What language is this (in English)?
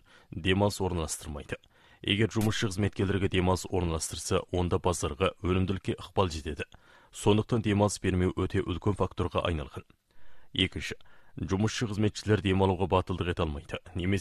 Kazakh